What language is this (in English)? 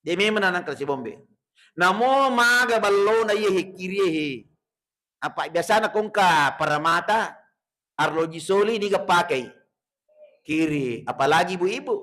Buginese